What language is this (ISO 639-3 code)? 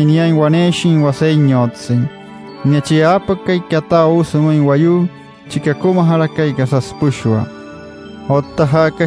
guc